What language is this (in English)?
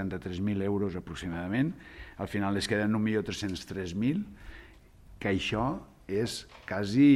Catalan